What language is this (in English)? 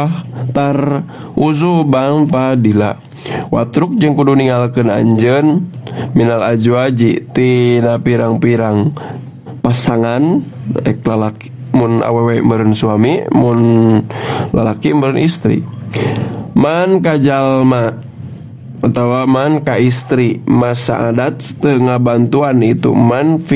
Sundanese